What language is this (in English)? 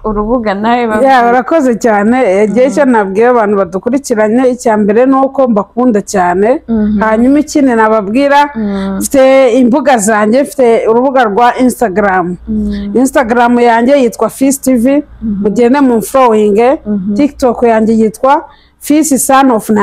Kinyarwanda